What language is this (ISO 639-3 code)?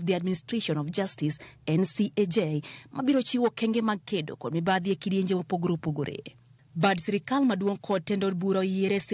luo